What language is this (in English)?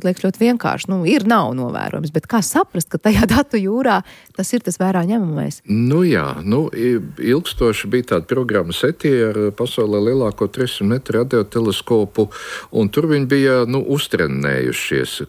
Latvian